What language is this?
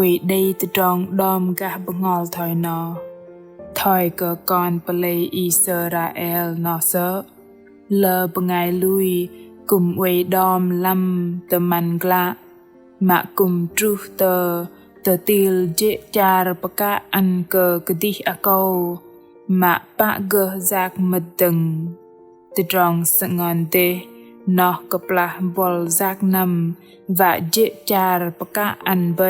Bahnar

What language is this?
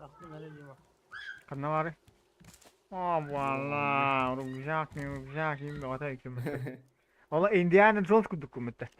Yakut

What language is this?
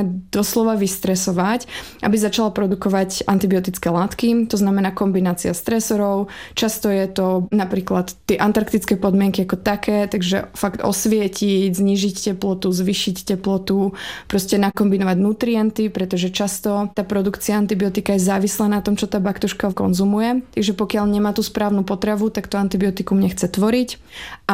Slovak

